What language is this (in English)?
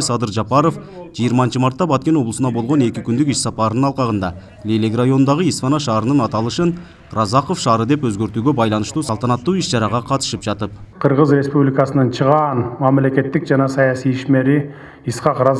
Kyrgyz